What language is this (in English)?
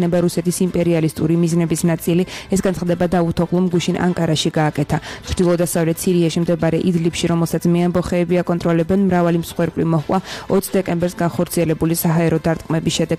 Georgian